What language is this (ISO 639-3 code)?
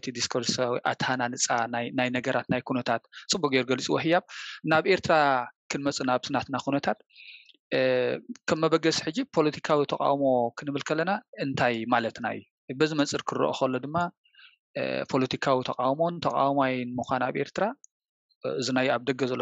tir